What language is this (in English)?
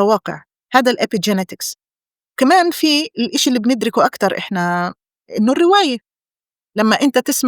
North Levantine Arabic